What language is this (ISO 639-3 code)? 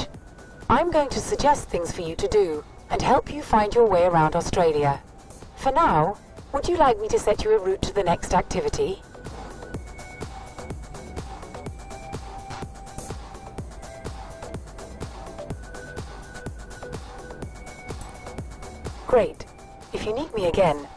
eng